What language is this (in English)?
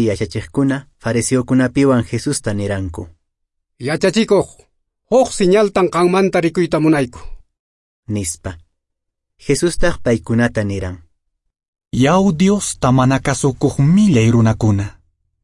Quechua